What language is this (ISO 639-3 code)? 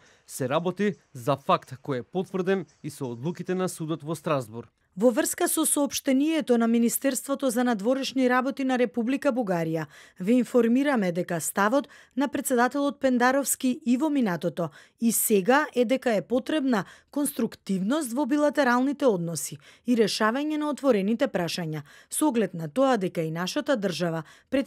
mkd